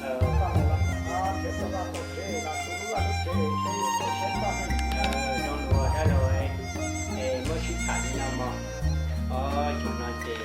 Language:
Hmong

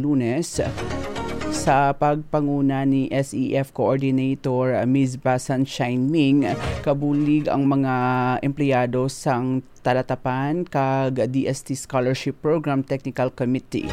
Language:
Hiligaynon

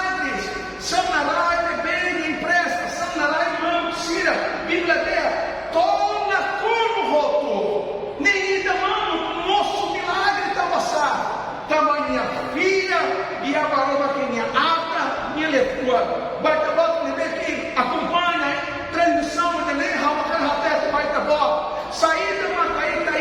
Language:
Tetum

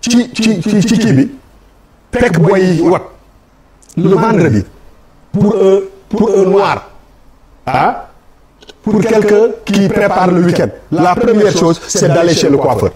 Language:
Wolof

